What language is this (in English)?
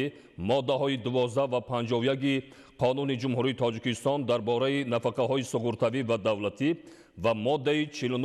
Tajik